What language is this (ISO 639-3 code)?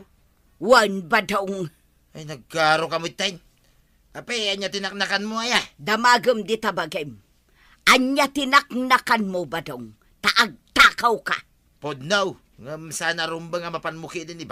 ilo